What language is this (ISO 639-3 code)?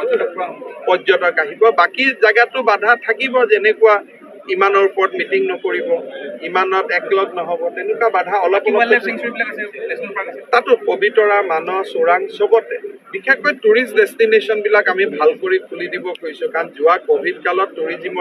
asm